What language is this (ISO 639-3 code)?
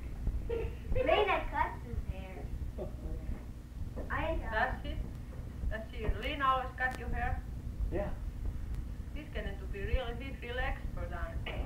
eng